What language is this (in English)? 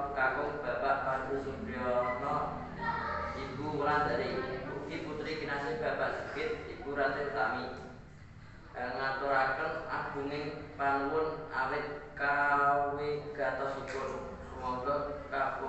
Javanese